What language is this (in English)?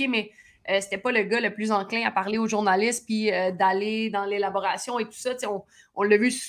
French